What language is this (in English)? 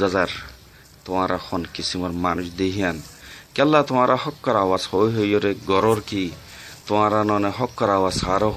Rohingya